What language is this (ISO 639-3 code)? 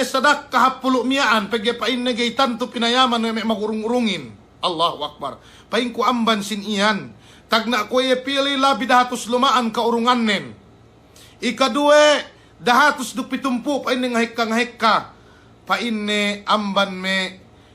yka